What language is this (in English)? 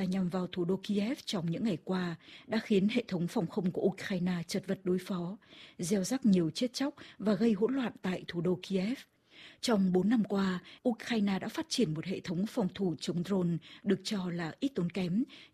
Vietnamese